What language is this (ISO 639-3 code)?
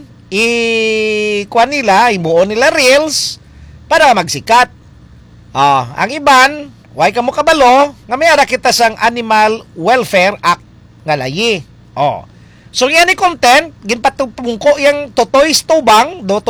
hil